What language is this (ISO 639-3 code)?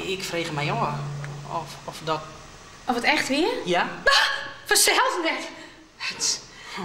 fry